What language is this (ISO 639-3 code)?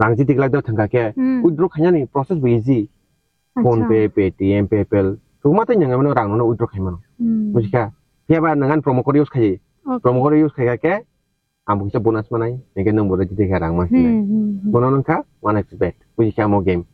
trp